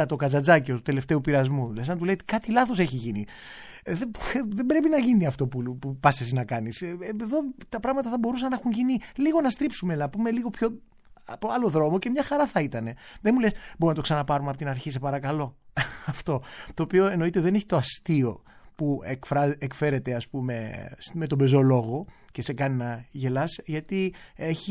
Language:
Greek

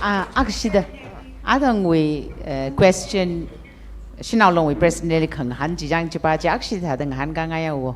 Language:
Tangkhul Naga (India)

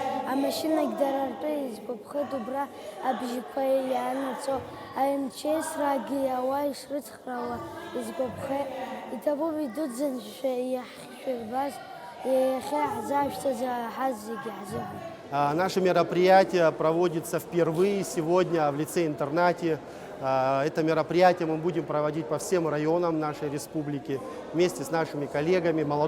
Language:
Abkhazian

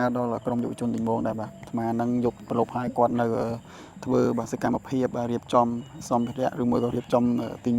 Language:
Khmer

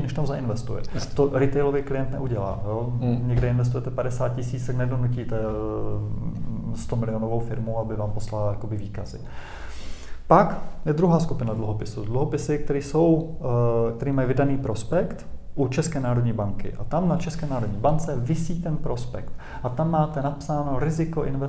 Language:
Czech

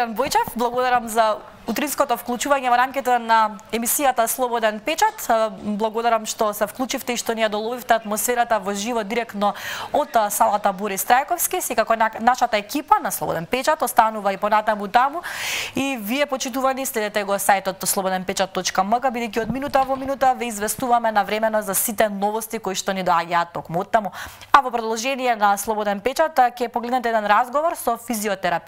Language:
Macedonian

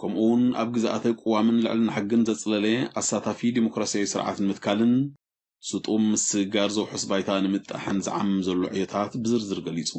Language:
Tigrinya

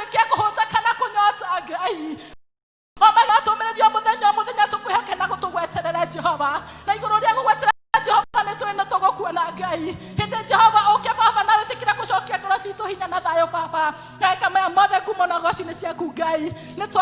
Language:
Kikuyu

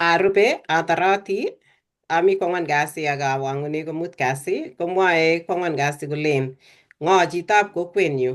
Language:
Kalenjin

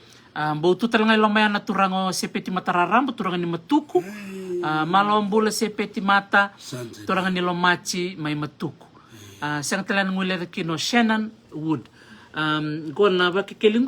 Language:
Fijian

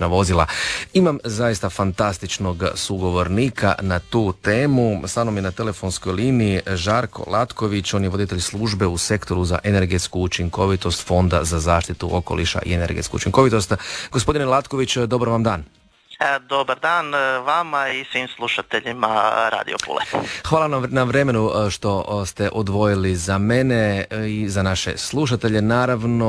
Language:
Croatian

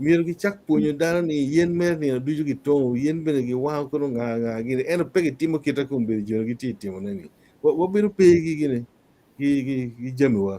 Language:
Acoli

